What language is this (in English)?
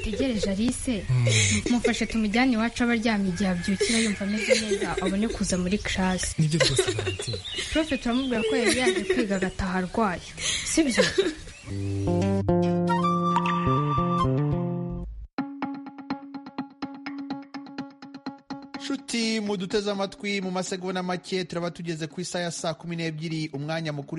Kinyarwanda